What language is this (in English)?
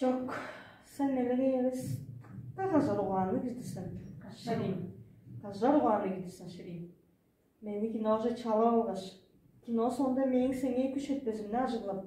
Tuvinian